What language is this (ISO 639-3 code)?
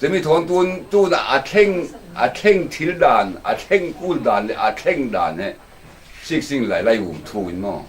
cfm